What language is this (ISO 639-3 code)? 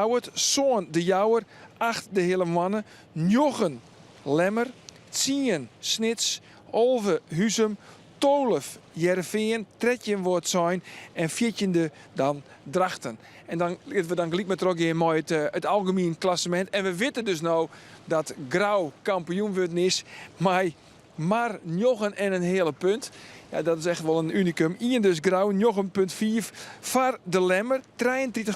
fry